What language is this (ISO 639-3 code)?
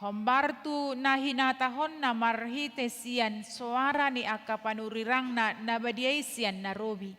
bbc